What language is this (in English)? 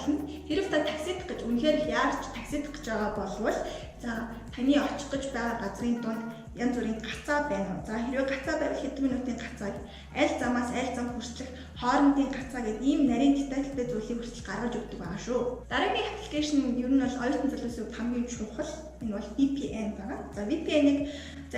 Mongolian